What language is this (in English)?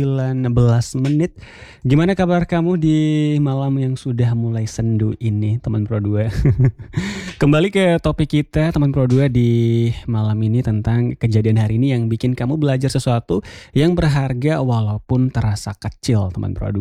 Indonesian